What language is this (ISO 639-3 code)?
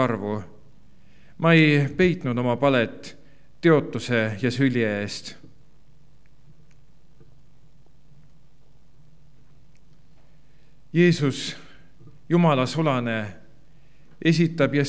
est